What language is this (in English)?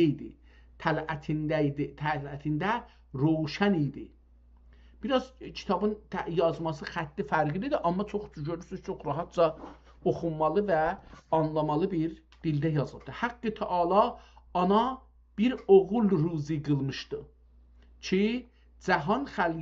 South Azerbaijani